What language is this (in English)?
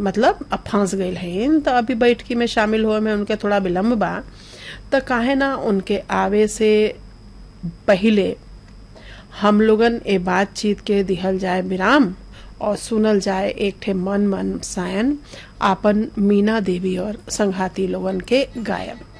Bhojpuri